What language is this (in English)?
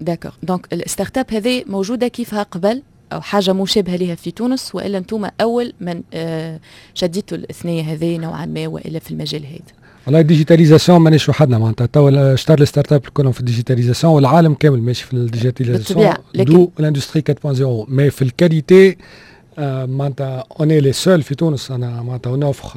Tunisian Arabic